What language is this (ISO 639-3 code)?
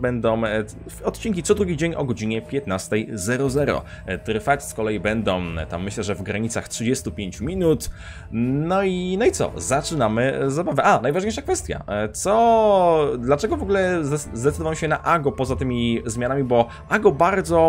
pol